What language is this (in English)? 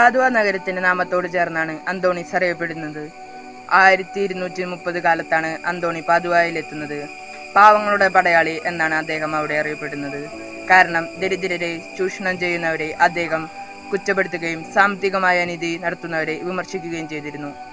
Malayalam